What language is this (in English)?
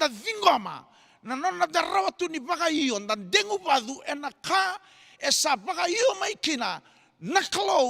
Fijian